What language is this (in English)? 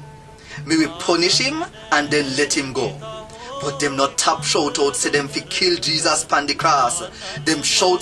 Jamaican Creole English